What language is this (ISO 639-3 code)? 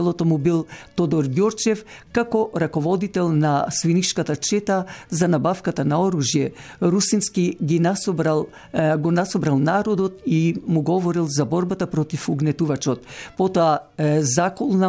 mkd